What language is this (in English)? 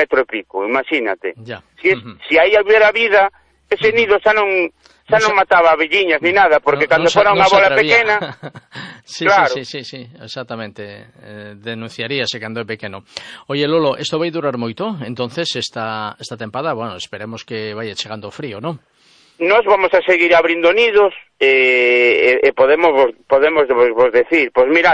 Galician